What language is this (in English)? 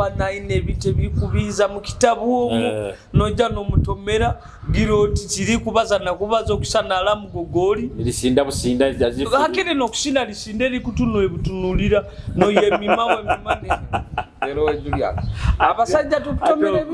Nyoro